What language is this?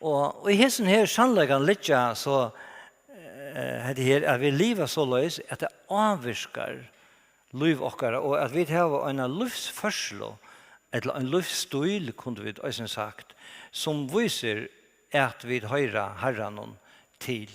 Faroese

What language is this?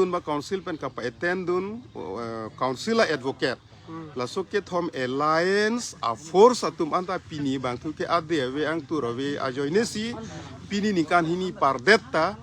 Karbi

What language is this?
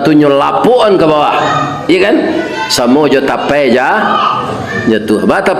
Minangkabau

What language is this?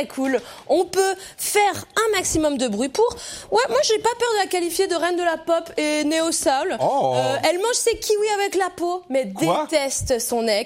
French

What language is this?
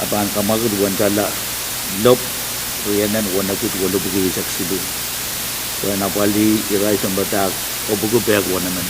Pohnpeian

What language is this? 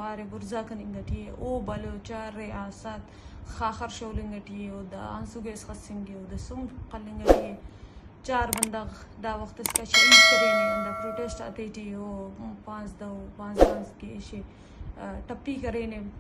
Eastern Balochi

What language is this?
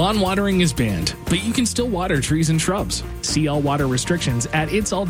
English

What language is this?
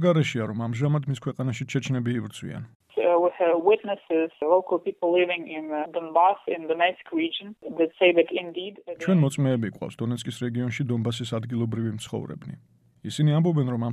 Georgian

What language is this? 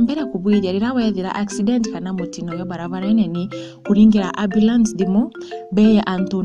Meru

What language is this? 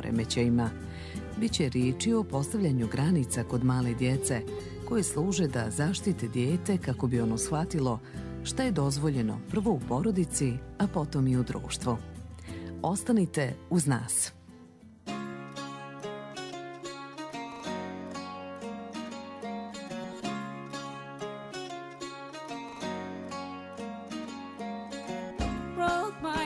Bosnian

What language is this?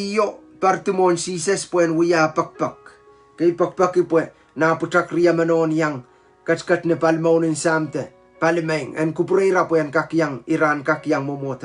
Pohnpeian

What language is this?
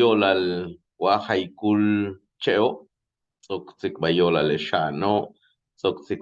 Yucateco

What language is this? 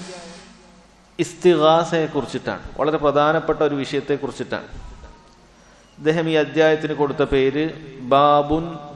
Malayalam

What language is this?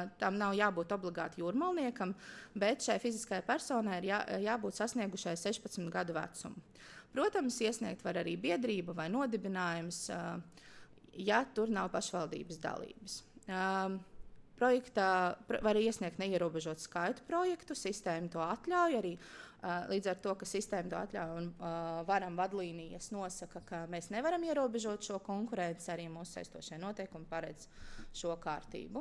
Latvian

